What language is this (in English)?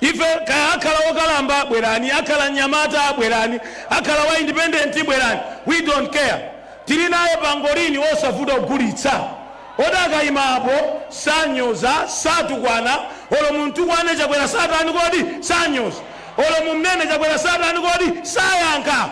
Nyanja